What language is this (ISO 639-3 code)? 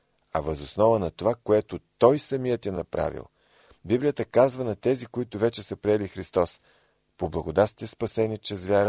bul